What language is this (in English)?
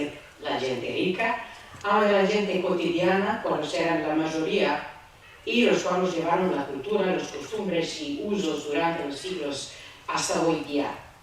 Ladino